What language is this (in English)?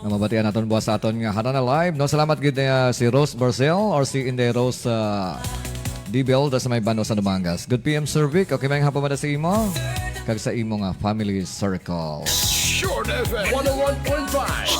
Hiligaynon